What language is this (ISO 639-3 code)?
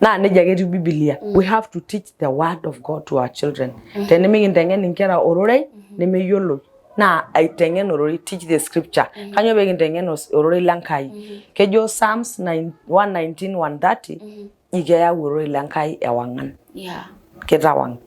mas